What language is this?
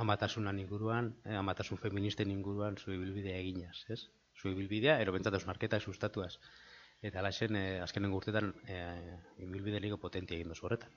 Basque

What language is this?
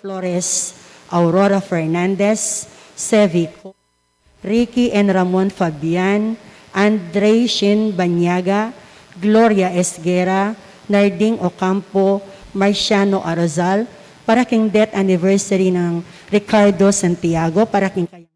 Pampanga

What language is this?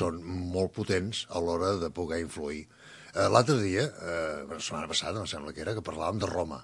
Catalan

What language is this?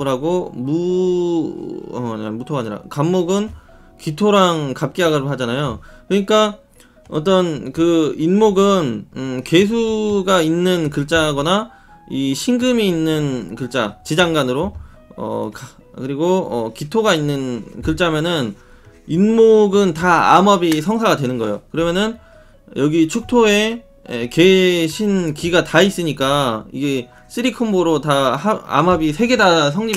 Korean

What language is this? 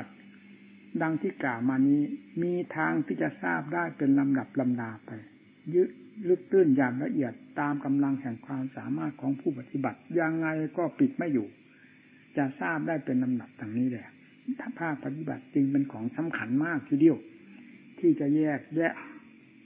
Thai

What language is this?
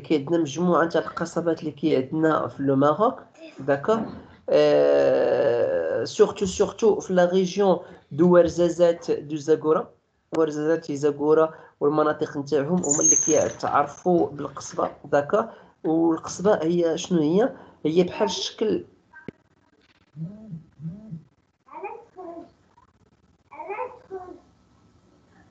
Moroccan Arabic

